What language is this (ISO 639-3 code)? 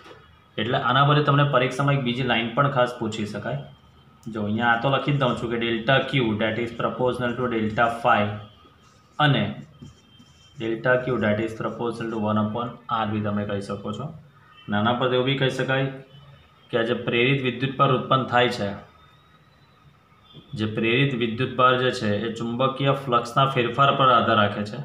guj